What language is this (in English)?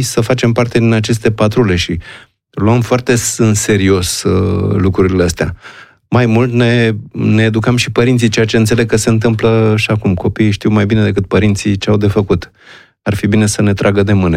Romanian